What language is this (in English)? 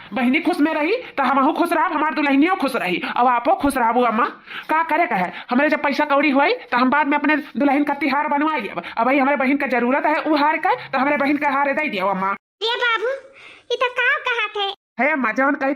Awadhi